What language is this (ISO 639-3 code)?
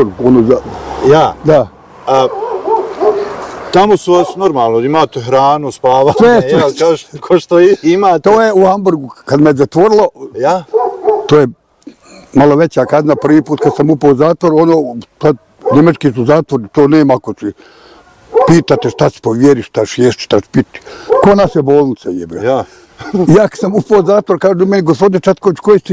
bos